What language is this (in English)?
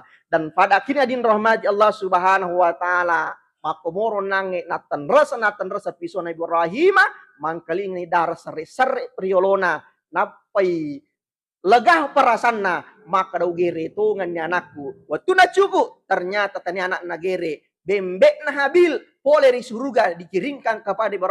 Buginese